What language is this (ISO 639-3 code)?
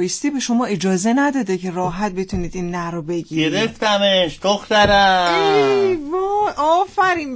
fas